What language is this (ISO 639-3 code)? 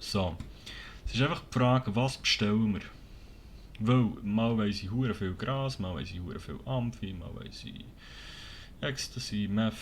gsw